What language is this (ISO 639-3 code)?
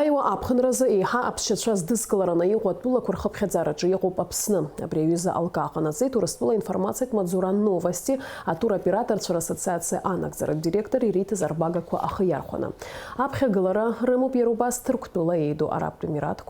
abk